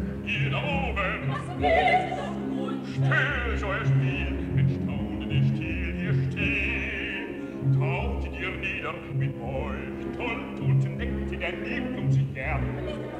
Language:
German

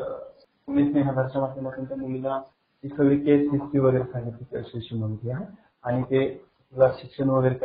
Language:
Marathi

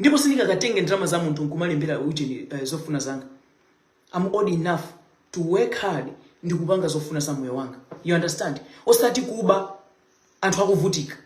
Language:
Nyanja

